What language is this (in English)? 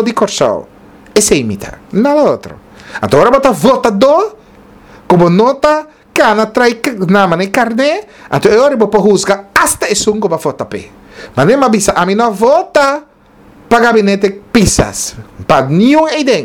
Papiamento